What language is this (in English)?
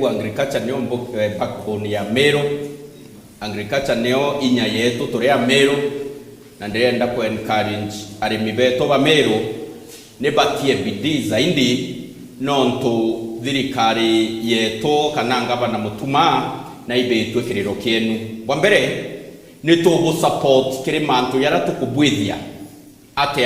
Meru